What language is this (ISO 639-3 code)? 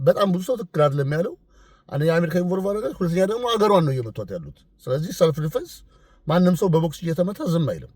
amh